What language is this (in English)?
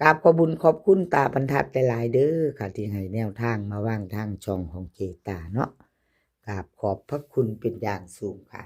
Lao